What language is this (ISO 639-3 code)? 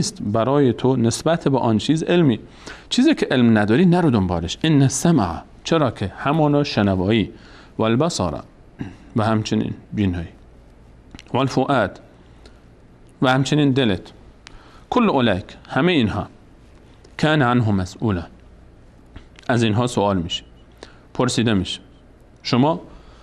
fas